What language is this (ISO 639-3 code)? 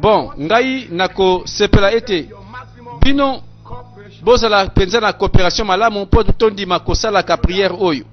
lin